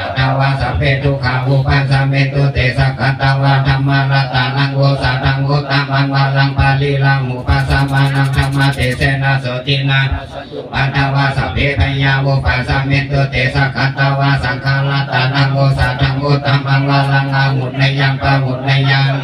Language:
Pali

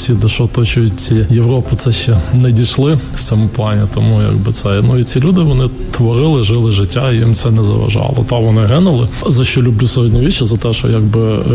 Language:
Ukrainian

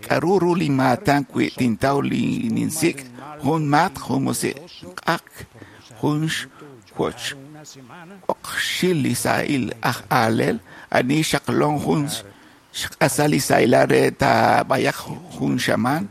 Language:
Kekchí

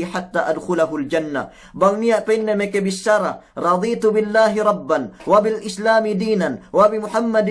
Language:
Yakan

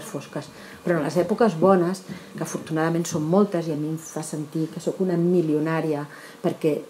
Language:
Catalan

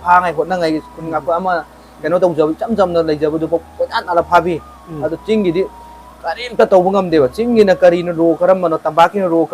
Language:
Manipuri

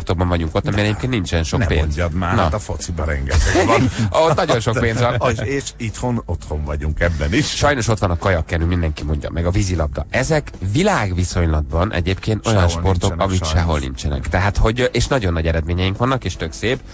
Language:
Hungarian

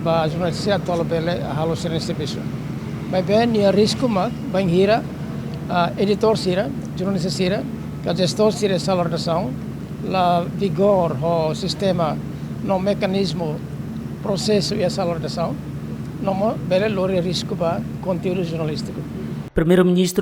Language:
Tetum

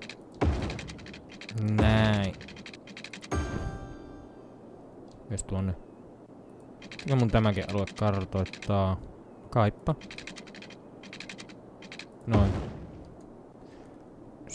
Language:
Finnish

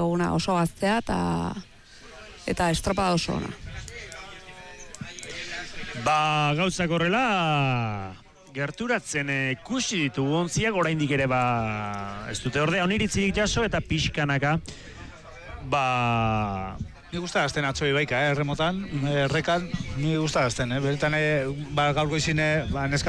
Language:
Basque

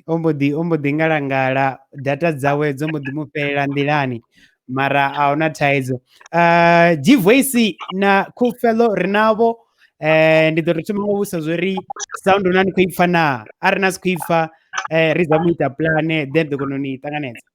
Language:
Venda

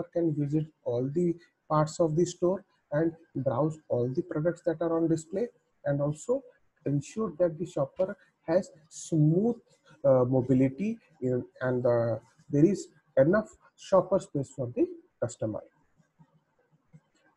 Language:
English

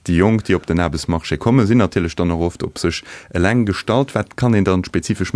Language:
Luxembourgish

